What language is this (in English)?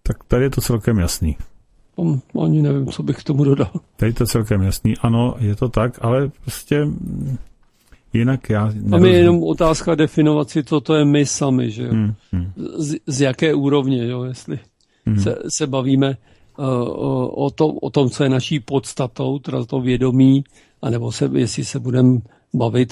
Czech